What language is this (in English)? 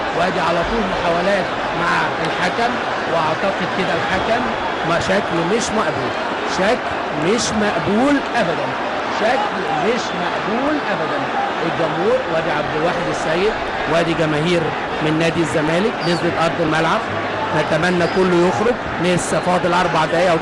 Egyptian Arabic